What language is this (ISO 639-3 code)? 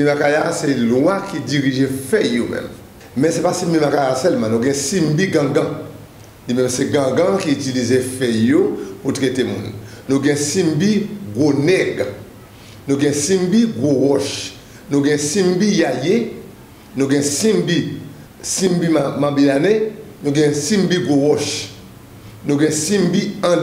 hat